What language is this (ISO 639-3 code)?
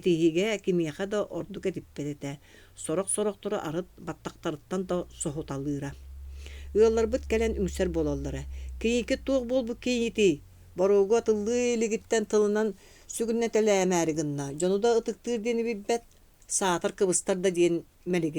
sah